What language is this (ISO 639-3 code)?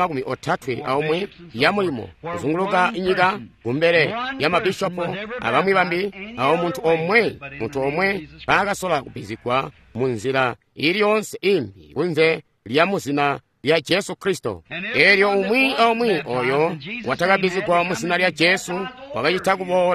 toi